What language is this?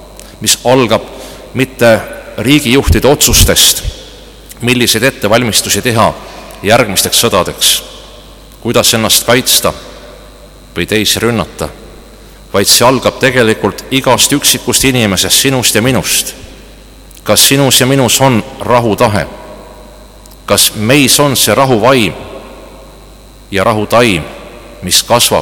Estonian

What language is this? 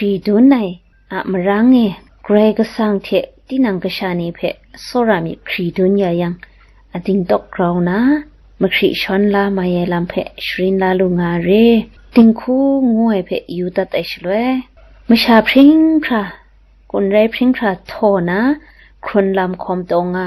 Kachin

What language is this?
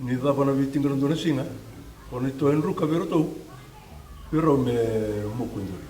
Fijian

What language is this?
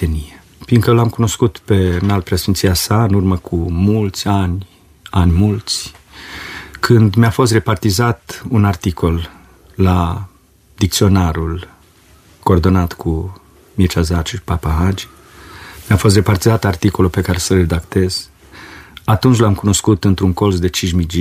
Romanian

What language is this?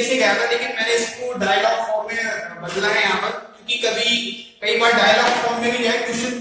Hindi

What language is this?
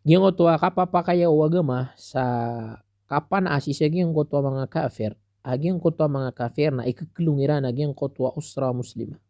Maranao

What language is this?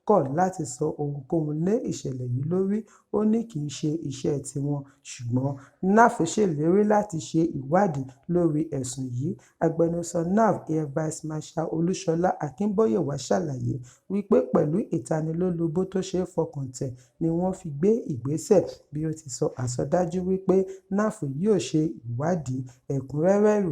Yoruba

